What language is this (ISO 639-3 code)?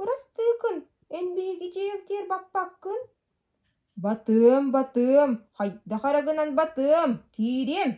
sah